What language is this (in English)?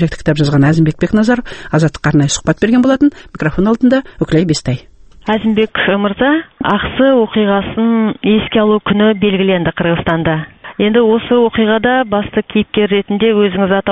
Kazakh